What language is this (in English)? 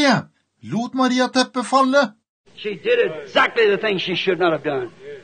Norwegian